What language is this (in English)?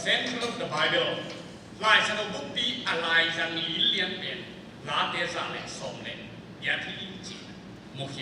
Tedim Chin